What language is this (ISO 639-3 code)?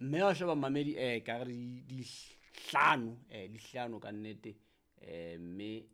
sot